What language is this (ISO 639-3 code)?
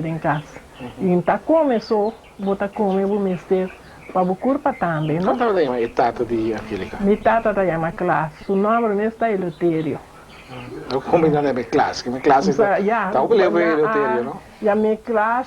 pap